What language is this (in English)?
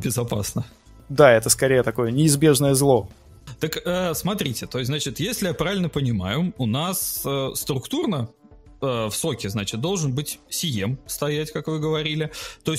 Russian